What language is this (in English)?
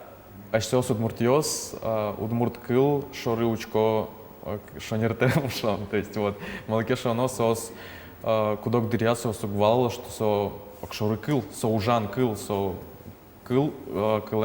Udmurt